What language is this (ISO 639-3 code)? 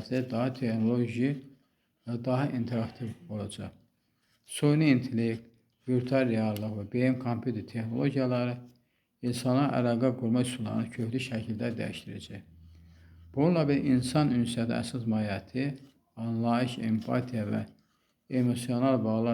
aze